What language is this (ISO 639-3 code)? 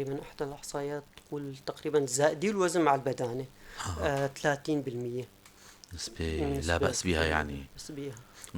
apc